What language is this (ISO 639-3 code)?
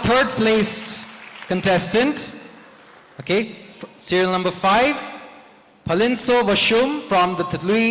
nmf